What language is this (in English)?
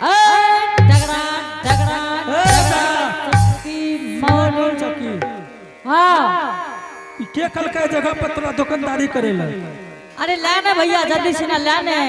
Angika